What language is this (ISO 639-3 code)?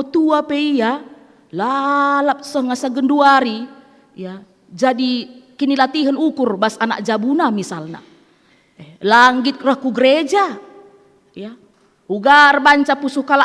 btx